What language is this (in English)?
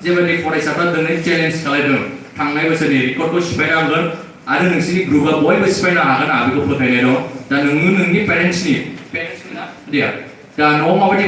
Bodo